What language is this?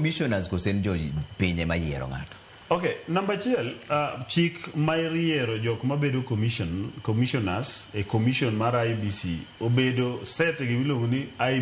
Luo (Kenya and Tanzania)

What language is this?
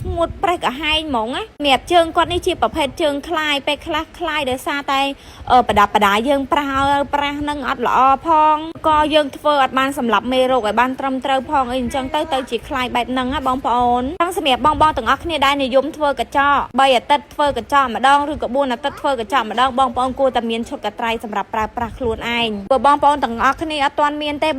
Khmer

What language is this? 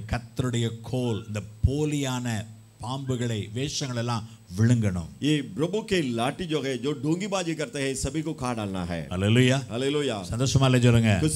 Tamil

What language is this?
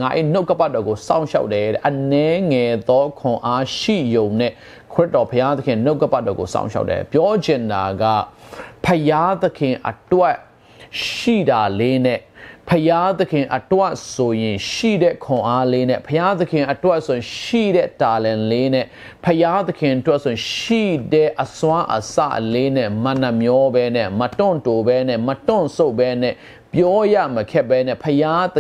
Burmese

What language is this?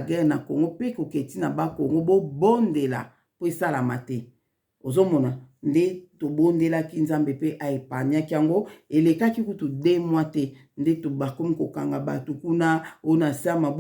Lingala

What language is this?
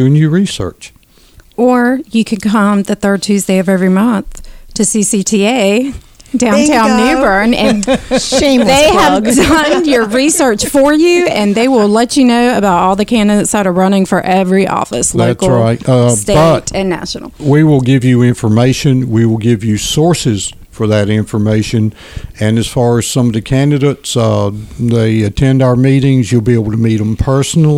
English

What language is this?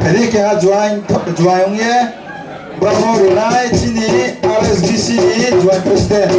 Riang (India)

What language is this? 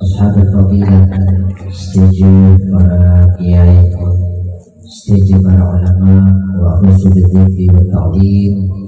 Madurese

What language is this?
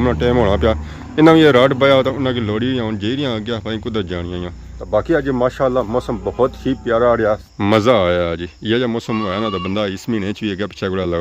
Pahari-Potwari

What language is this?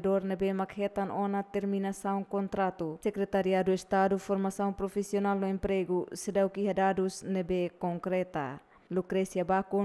Tetum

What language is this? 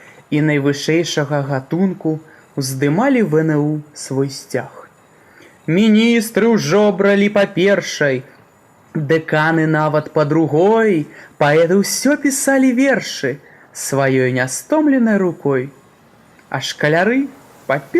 Belarusian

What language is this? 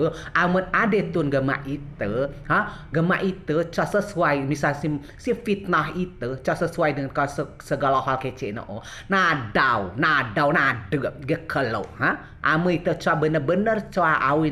Rejang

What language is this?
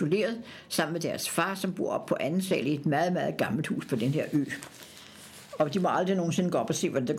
Danish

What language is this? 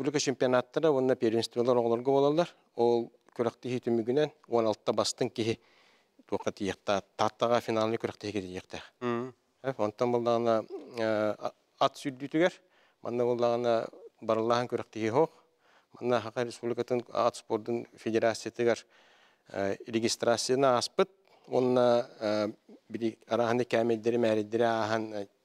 Yakut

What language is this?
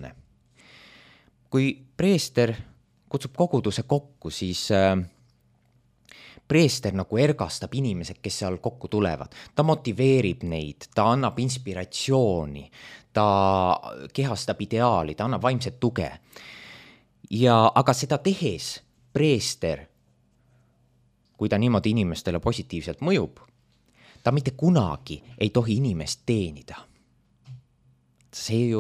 Estonian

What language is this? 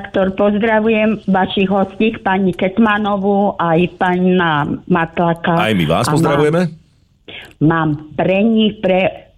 Slovak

